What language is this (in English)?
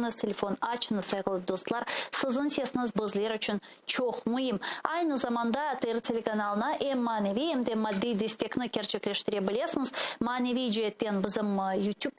Crimean Tatar